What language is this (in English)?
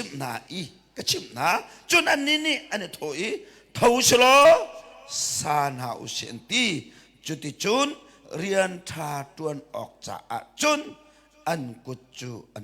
Hakha Chin